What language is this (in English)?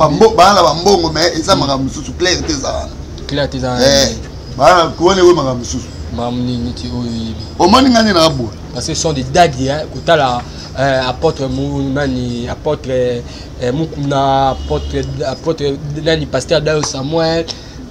Lingala